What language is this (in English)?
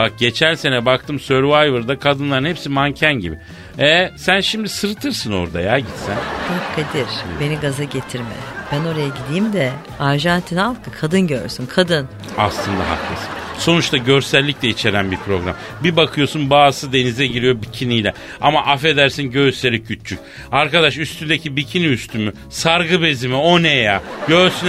Turkish